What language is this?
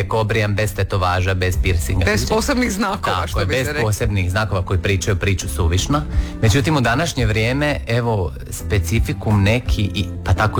Croatian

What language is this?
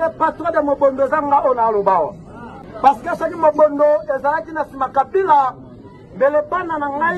Lingala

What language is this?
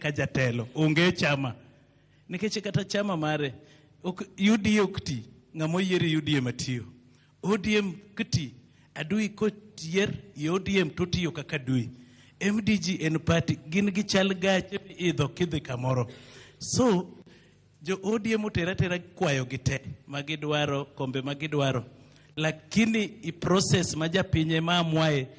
Luo (Kenya and Tanzania)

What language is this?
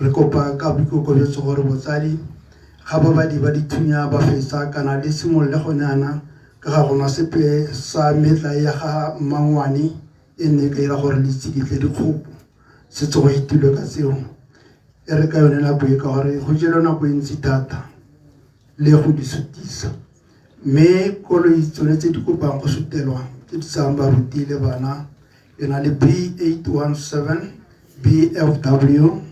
Tswana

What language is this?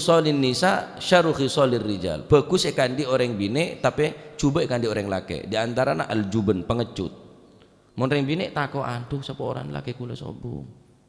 Madurese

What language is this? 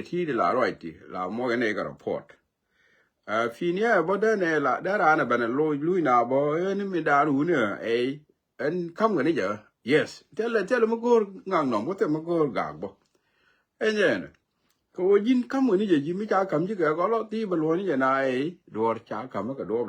Nuer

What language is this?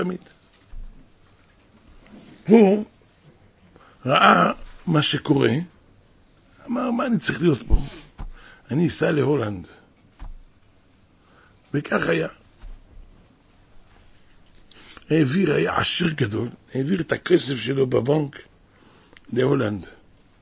Hebrew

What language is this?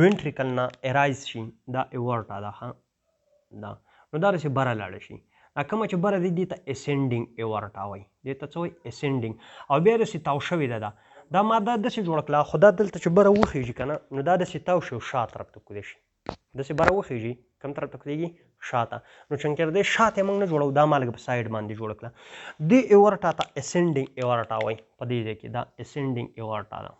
Pashto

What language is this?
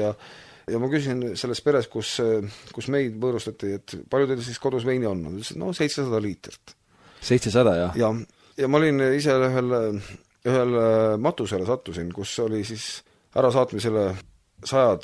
Estonian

